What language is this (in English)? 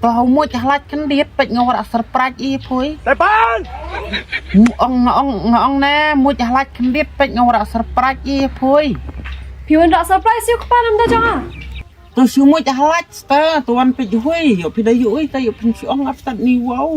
Khasi